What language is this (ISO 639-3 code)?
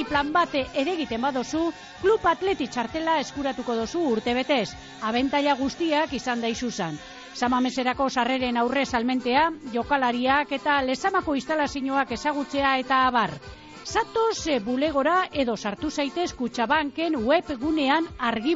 eus